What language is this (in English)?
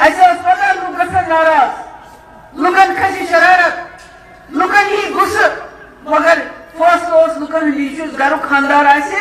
Kashmiri